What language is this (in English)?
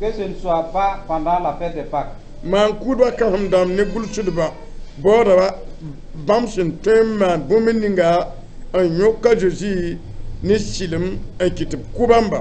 Mossi